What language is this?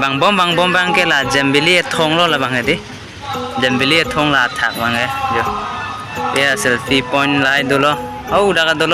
Karbi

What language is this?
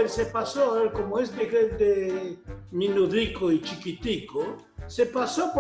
Ladino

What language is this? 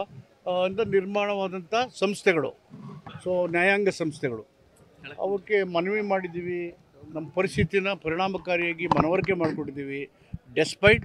Kannada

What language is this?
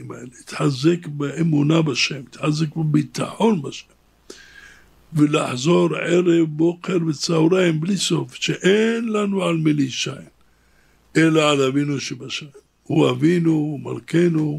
Hebrew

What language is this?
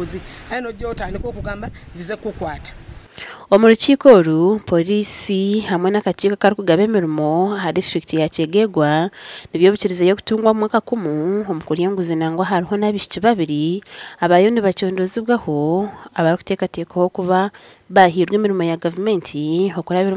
Nyankole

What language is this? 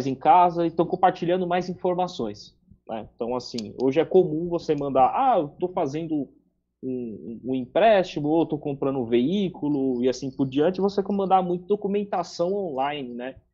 Portuguese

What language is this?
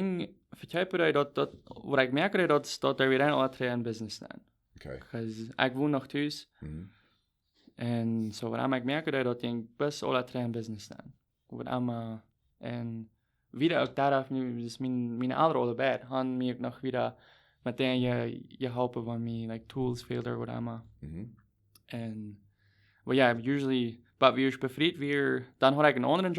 Plautdietsch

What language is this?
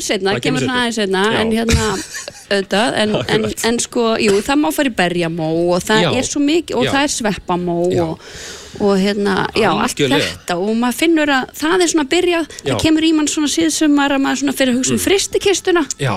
Icelandic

